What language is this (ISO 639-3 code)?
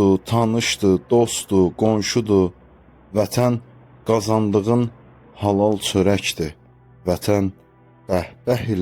aze